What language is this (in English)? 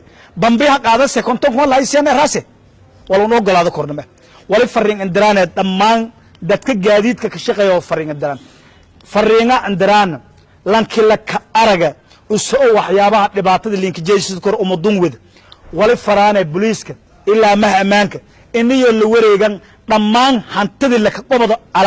Somali